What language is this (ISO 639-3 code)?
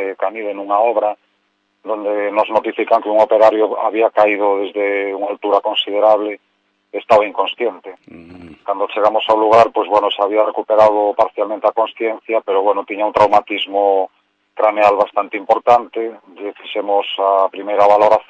glg